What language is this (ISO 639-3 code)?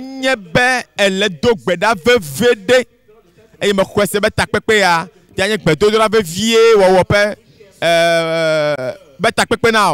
ewe